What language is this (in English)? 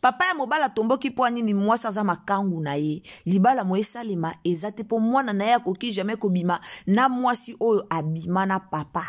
Lingala